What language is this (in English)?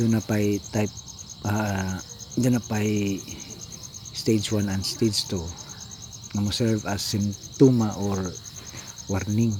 Cebuano